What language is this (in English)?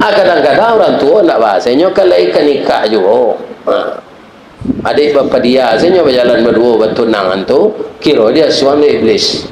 Minangkabau